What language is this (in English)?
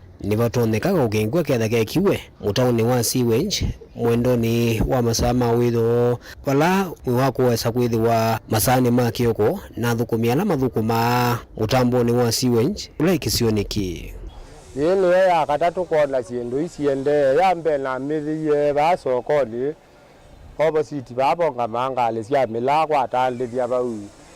Kamba